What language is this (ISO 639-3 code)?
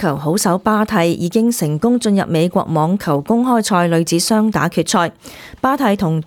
yue